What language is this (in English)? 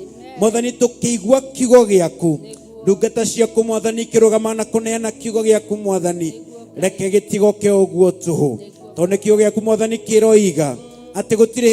Kikuyu